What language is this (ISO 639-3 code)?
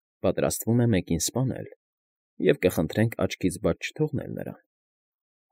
hye